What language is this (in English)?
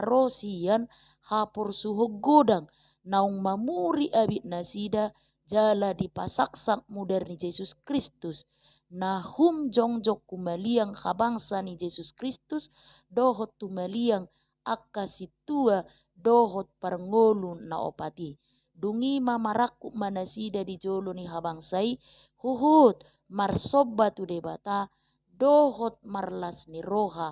Batak Toba